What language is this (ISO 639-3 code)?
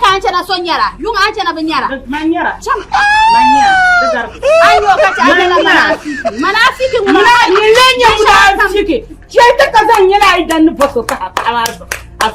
dag